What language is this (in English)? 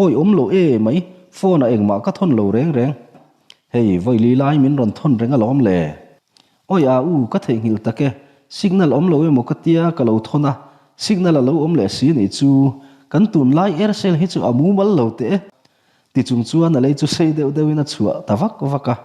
Mizo